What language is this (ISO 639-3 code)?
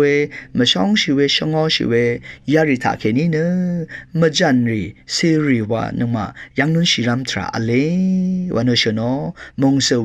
raw